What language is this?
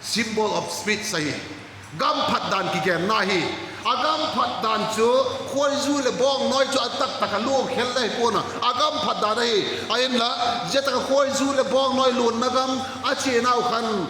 Vaiphei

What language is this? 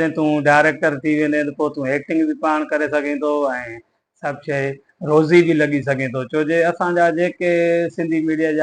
Sindhi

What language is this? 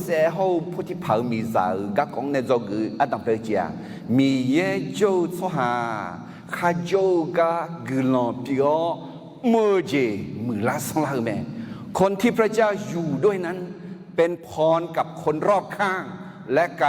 Akha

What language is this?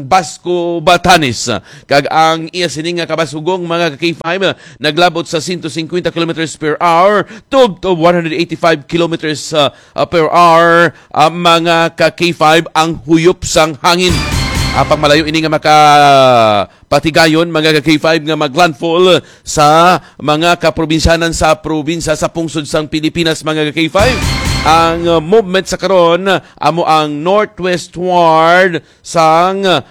Hiligaynon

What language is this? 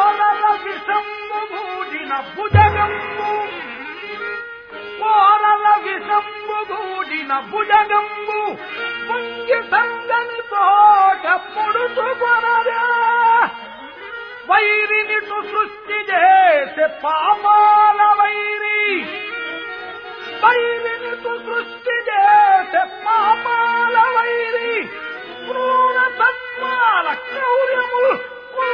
Telugu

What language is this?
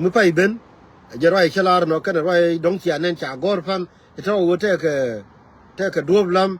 Nuer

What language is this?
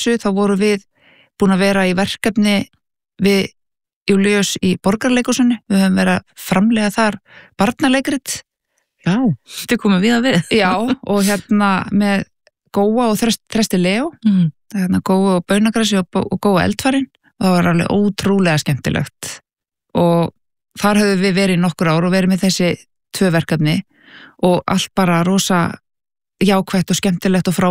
Icelandic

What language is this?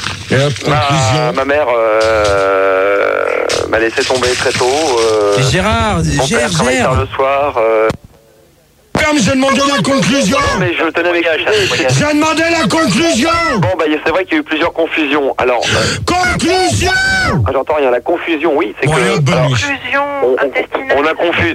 French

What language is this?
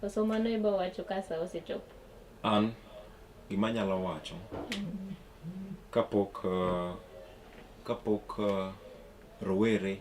Luo (Kenya and Tanzania)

